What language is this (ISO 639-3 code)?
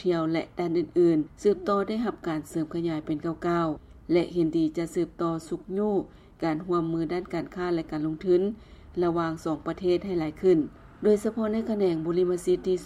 lao